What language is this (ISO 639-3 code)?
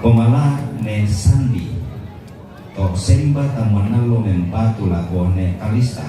sda